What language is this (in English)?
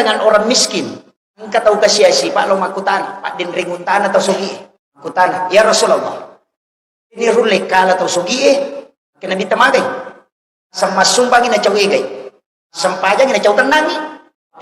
Buginese